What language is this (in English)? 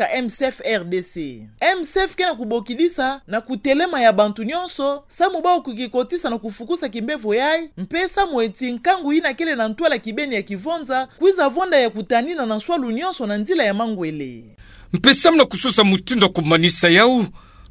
Kituba (Democratic Republic of Congo)